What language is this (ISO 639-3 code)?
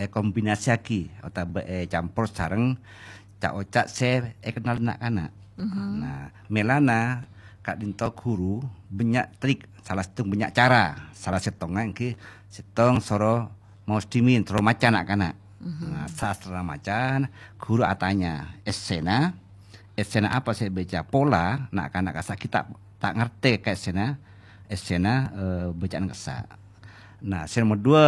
mad